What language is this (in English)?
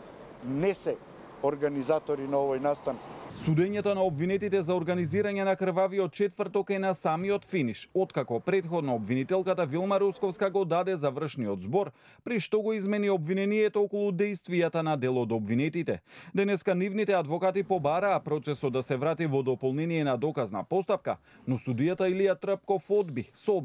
Macedonian